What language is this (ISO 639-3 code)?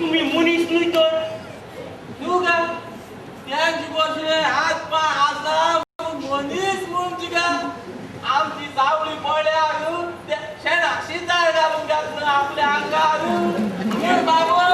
kok